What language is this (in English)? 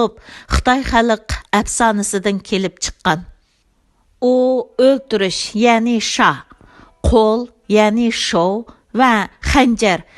Uyghur